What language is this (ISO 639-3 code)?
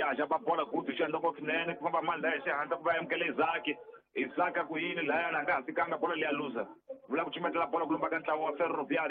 tso